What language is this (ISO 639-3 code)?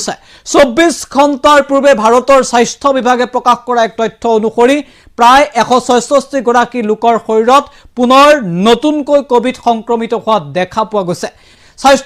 asm